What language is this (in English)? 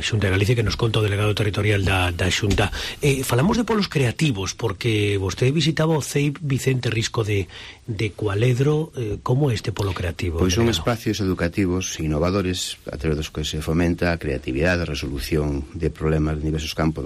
Galician